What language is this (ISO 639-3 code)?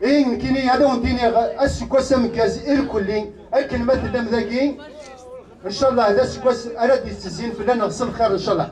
kab